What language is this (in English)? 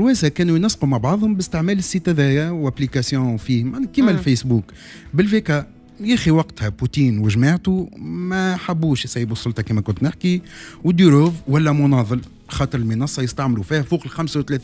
Tunisian Arabic